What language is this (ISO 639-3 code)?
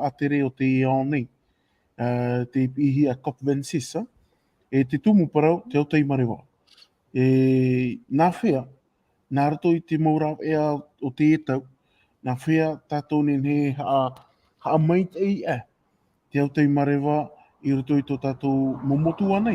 tah